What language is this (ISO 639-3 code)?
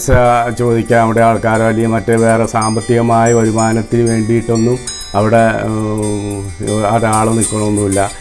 mal